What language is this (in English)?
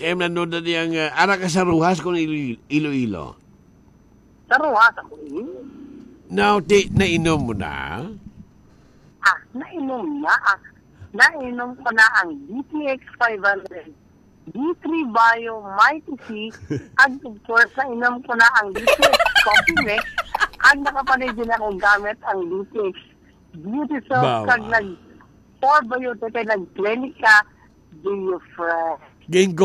Hiligaynon